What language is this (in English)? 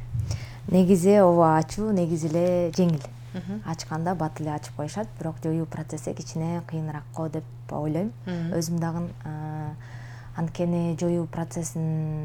Kyrgyz